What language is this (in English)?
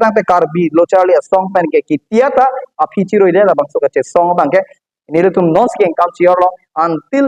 Karbi